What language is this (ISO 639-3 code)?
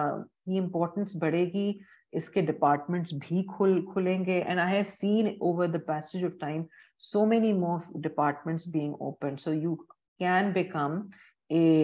hin